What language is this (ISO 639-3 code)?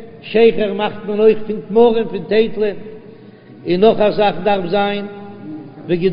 yid